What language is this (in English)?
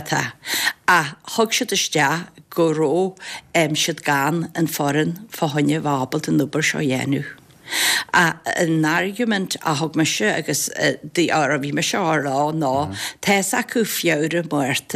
Irish